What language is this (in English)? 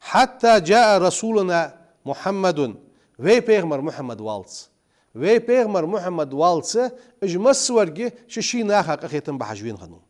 Ingush